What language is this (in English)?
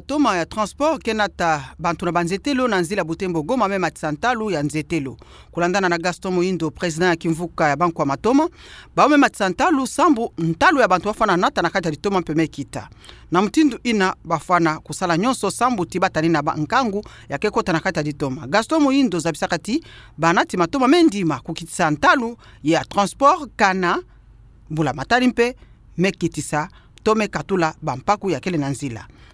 Kituba (Democratic Republic of Congo)